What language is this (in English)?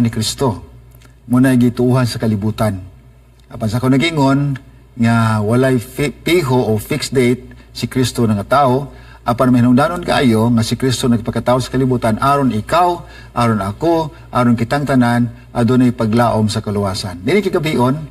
Cebuano